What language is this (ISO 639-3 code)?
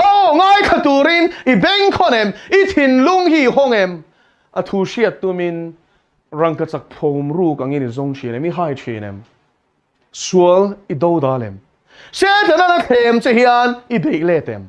lus